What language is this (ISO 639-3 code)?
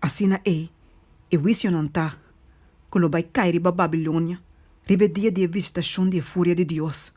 pap